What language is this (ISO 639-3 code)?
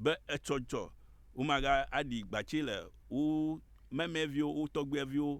ewe